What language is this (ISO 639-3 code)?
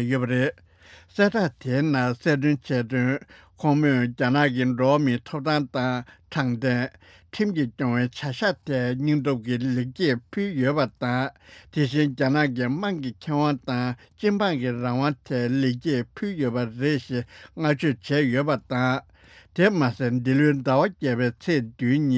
bod